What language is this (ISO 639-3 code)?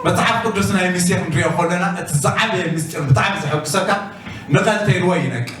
tir